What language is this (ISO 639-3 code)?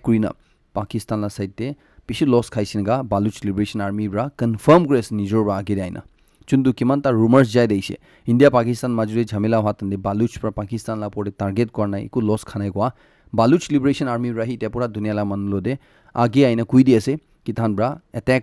nag